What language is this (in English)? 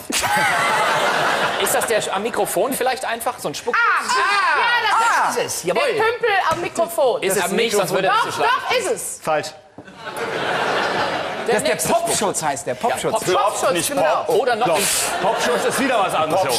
German